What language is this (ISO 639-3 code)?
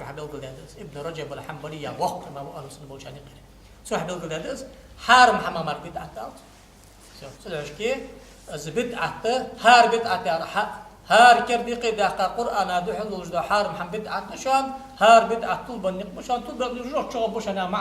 inh